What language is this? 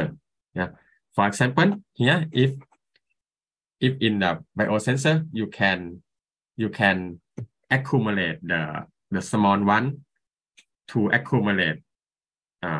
English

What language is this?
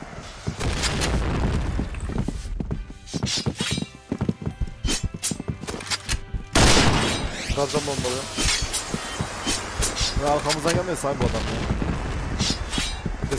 Turkish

